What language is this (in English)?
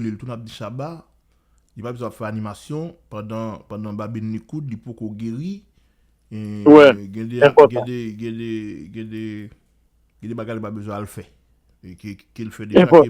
Haitian Creole